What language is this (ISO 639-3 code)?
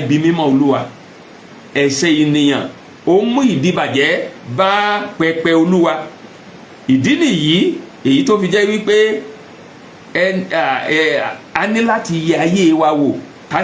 yor